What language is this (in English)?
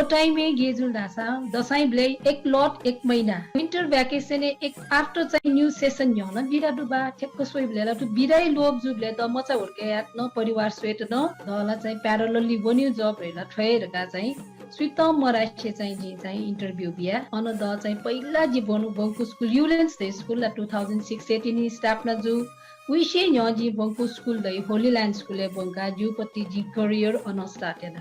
Newari